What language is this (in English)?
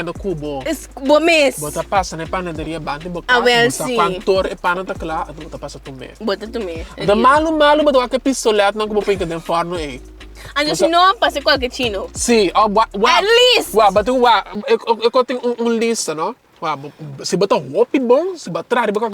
Papiamento